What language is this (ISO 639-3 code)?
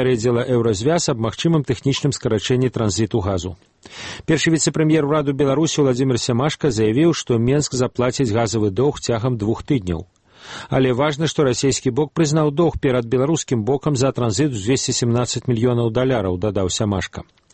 bel